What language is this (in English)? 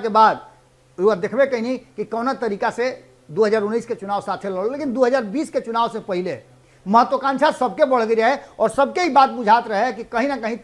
Bhojpuri